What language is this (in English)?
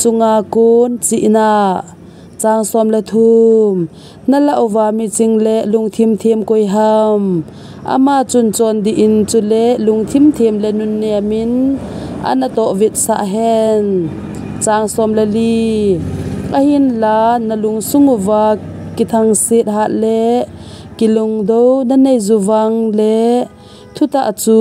Thado Chin